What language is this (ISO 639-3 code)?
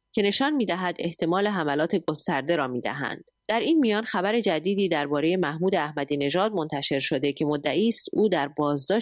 fas